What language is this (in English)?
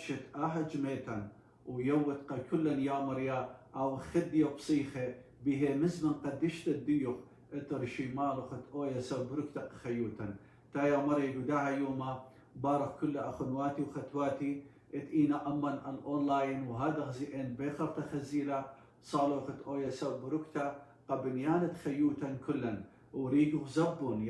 Assyrian Neo-Aramaic